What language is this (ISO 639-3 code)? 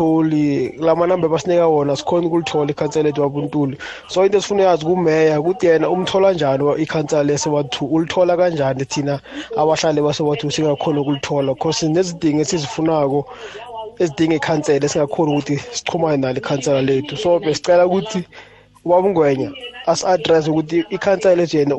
nbl